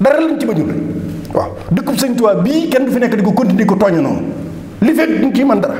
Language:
Wolof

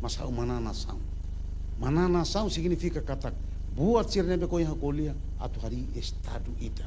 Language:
Tetum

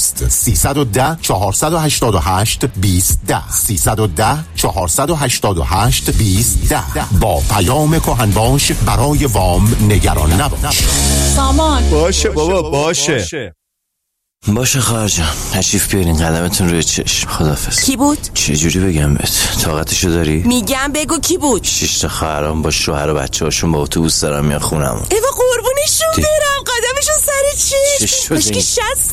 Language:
Persian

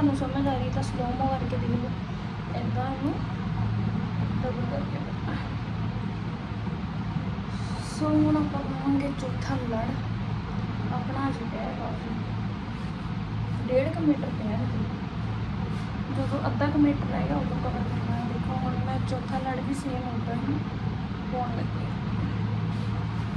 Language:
Punjabi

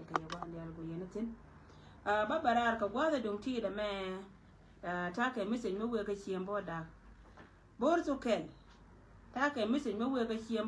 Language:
Nuer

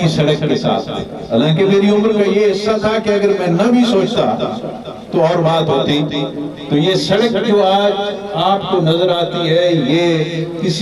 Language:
Urdu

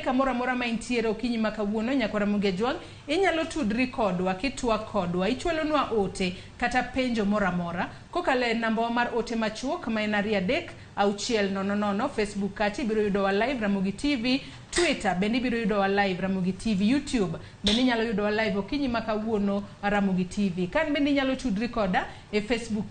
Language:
Luo (Kenya and Tanzania)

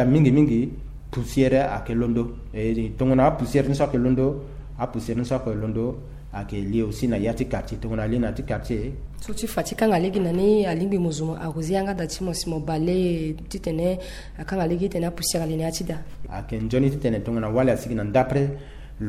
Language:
Sango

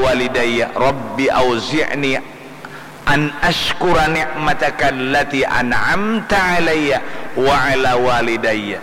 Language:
Banjar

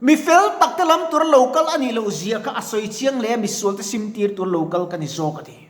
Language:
Mizo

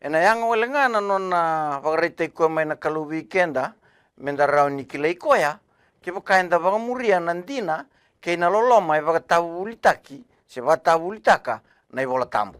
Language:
Fijian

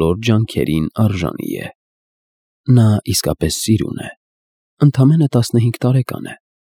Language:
Armenian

